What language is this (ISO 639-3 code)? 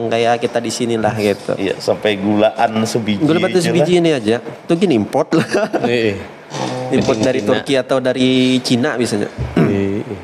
bjn